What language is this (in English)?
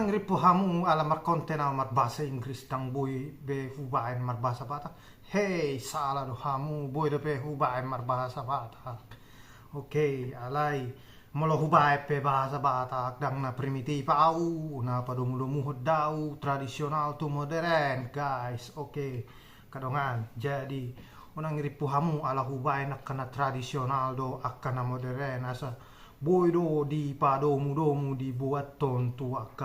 Batak Toba